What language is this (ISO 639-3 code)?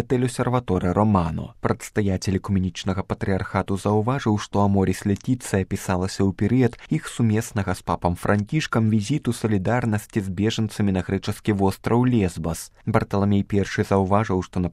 bel